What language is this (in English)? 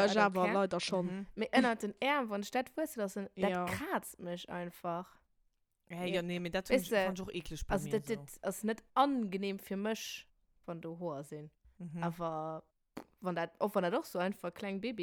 Luxembourgish